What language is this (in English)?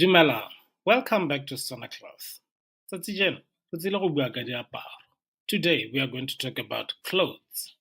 Tswana